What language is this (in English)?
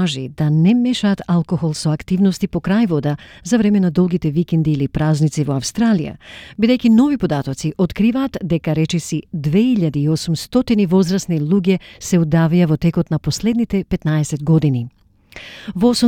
Macedonian